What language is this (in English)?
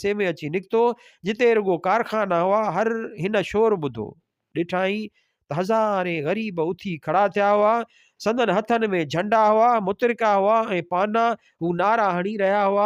Sindhi